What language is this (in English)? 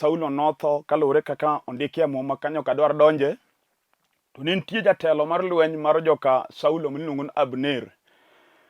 Luo (Kenya and Tanzania)